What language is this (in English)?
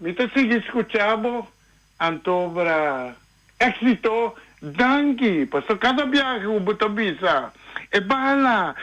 Papiamento